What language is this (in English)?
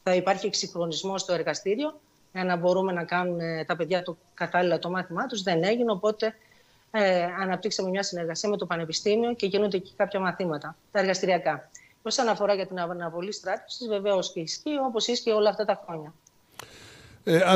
Greek